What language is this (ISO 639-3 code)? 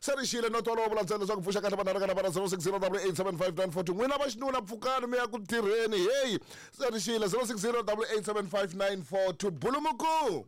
tso